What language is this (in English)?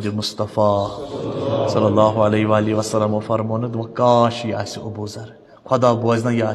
Kashmiri